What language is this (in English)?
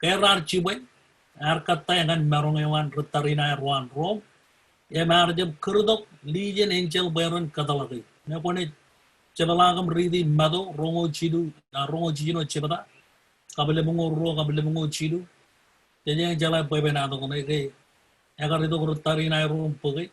Marshallese